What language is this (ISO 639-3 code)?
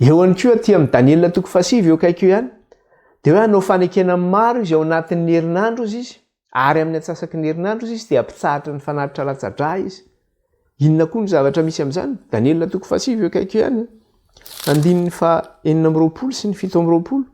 mlg